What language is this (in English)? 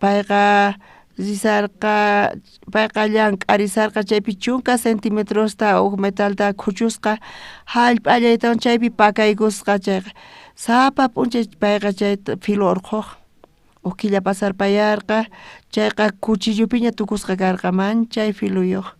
South Bolivian Quechua